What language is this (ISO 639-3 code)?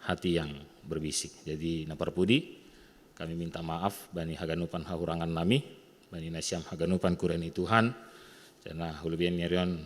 bts